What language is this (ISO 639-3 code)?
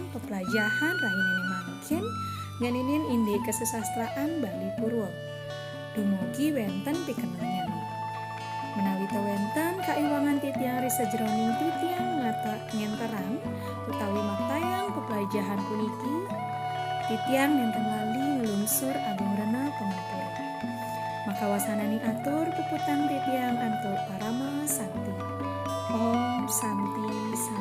ban